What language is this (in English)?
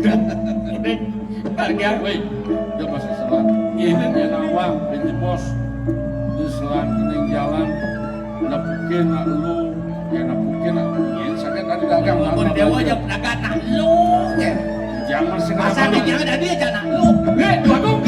Balinese